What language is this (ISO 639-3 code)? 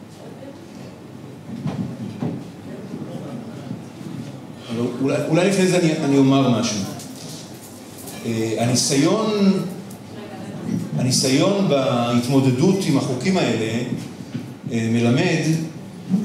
heb